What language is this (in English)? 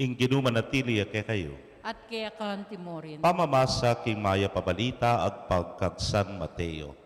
Pampanga